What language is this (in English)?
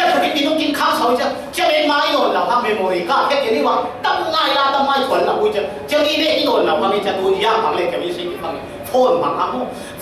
Falam Chin